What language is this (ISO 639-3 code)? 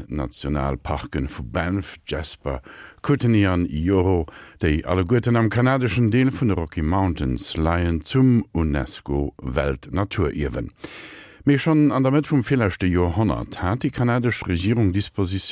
ltz